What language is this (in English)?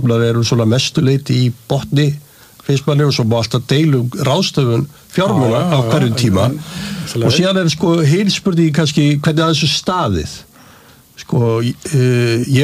Icelandic